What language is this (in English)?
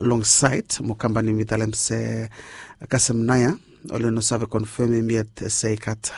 Bislama